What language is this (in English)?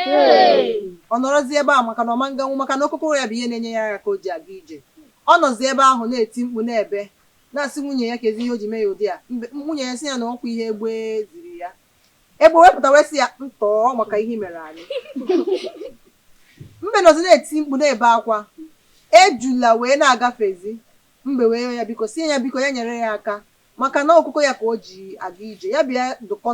Igbo